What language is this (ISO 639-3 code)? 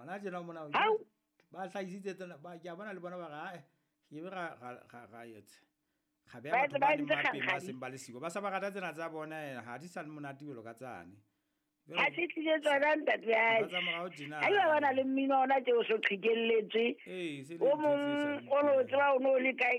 sot